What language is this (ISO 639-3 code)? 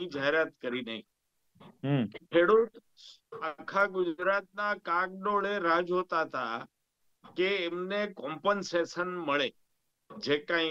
guj